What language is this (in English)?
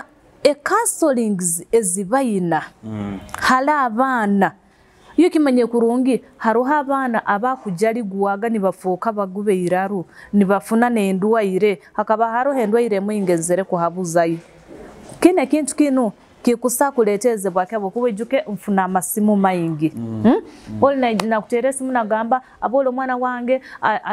Nyoro